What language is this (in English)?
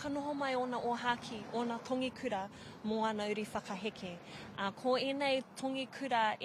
Māori